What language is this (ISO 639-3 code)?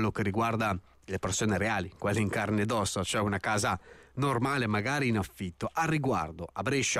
ita